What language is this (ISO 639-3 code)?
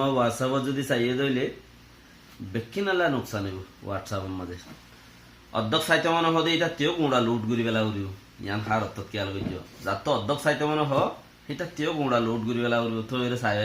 rhg